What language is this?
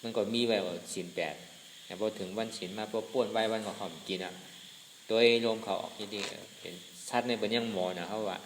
Shan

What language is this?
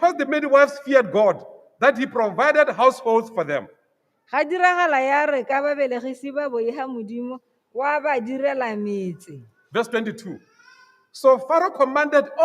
Tswana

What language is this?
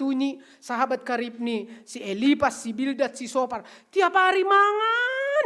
Batak Simalungun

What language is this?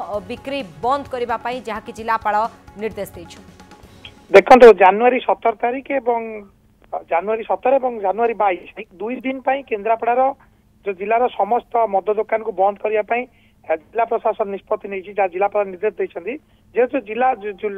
Odia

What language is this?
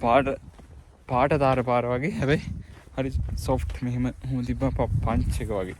Sinhala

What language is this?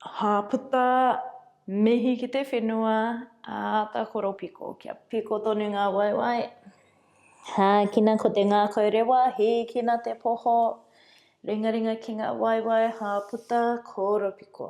Māori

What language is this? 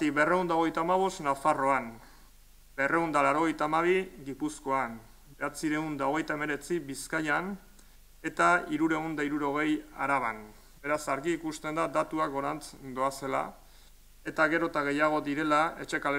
Basque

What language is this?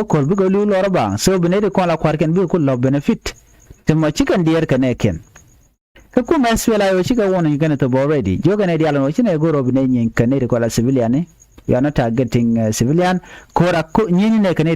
Nuer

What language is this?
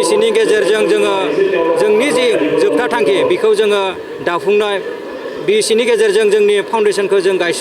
Bodo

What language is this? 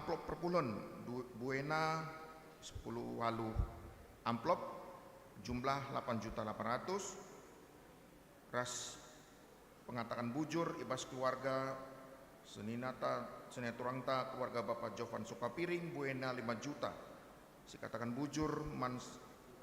Batak Karo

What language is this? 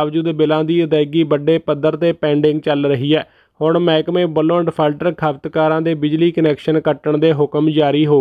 Punjabi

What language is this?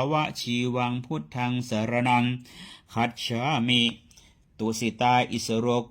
Pali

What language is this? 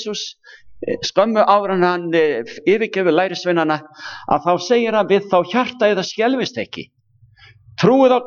Icelandic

